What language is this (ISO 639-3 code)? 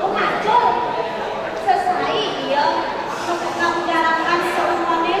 ban